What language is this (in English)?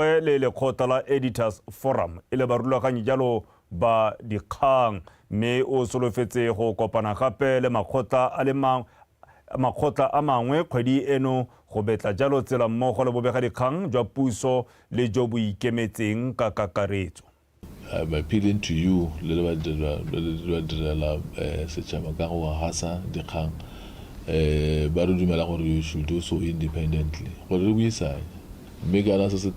Tswana